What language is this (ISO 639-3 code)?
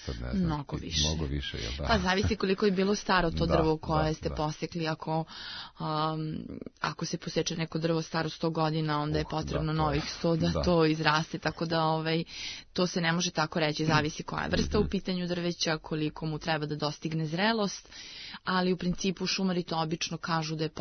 srp